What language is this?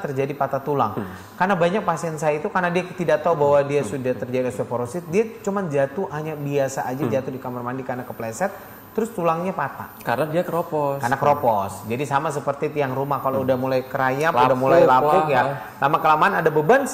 Indonesian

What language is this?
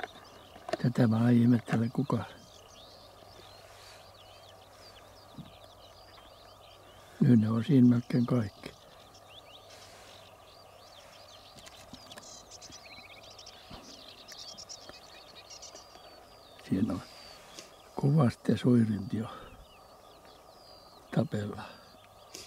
Finnish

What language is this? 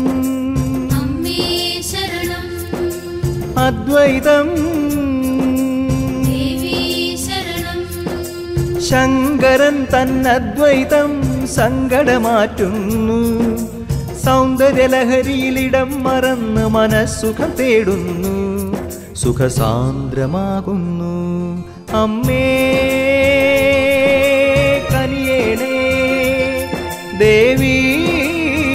Malayalam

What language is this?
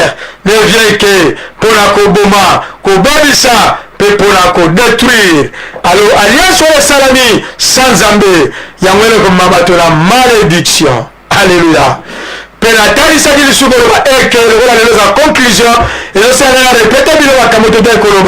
Lingala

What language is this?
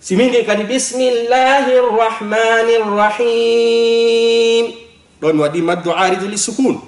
Fula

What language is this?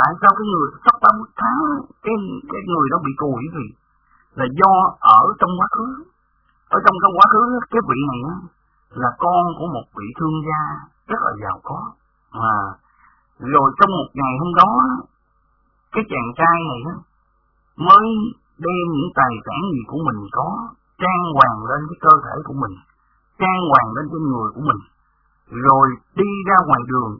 Vietnamese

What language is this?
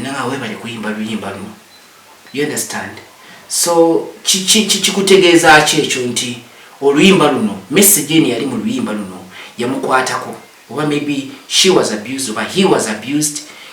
Ganda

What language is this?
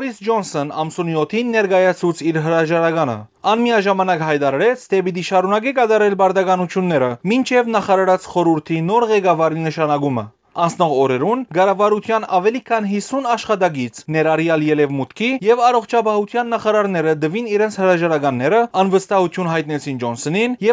Western Armenian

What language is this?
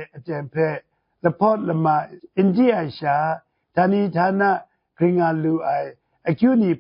Kachin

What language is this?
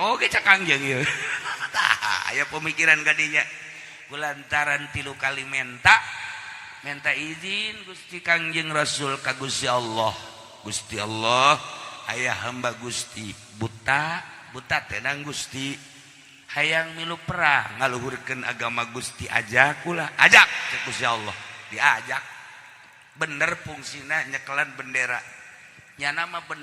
Sundanese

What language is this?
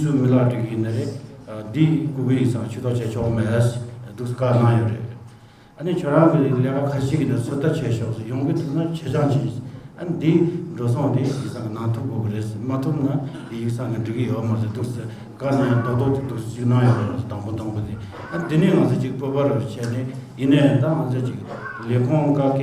Tibetan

